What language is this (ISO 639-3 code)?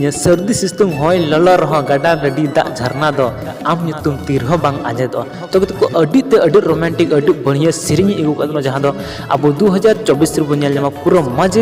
sat